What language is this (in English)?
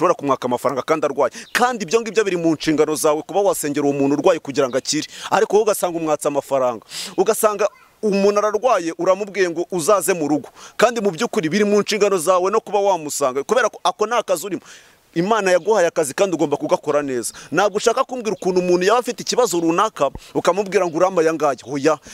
Kinyarwanda